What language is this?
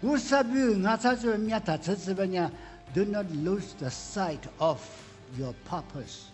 Lisu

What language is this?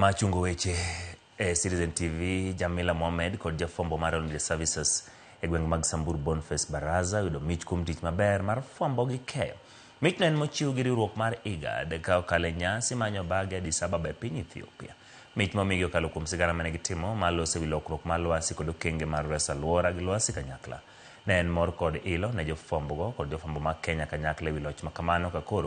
Luo (Kenya and Tanzania)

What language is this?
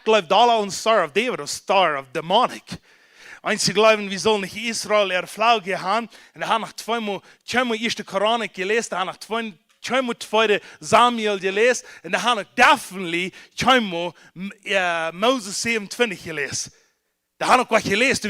Plautdietsch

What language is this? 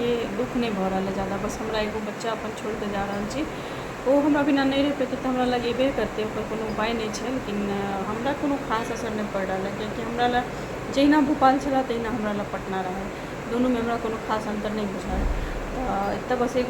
Maithili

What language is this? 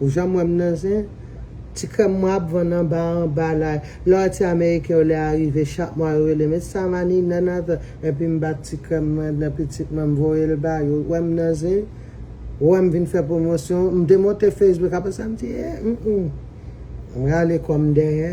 Haitian Creole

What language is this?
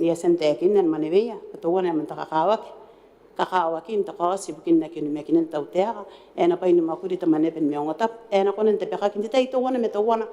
Gilbertese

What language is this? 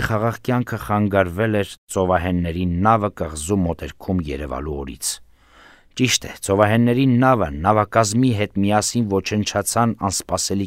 Armenian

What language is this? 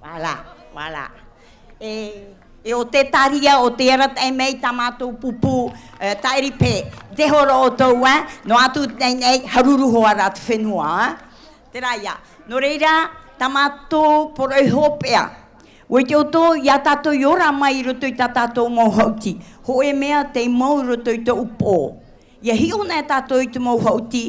Tahitian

